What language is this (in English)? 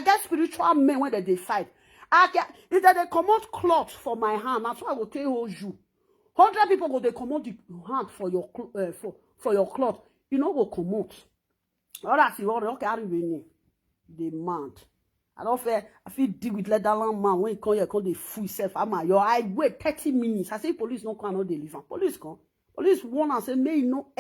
Nigerian Pidgin